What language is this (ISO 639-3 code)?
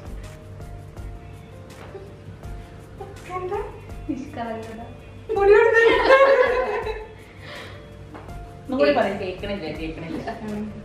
mal